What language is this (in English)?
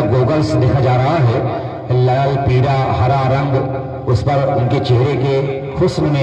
Hindi